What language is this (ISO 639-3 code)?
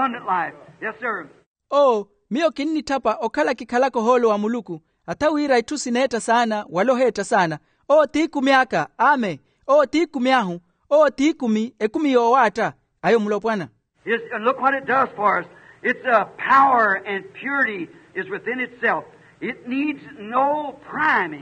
vmw